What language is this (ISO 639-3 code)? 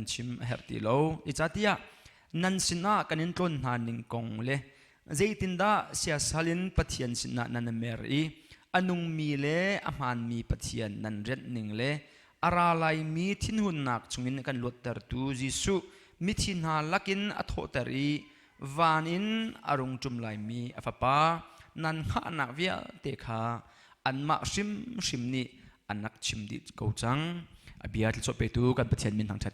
cnh